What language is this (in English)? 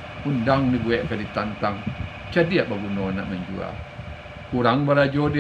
Minangkabau